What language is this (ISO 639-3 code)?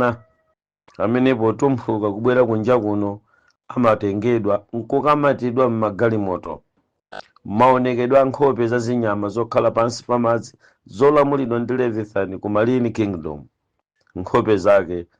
nya